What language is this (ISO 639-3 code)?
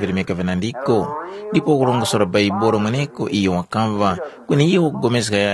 tum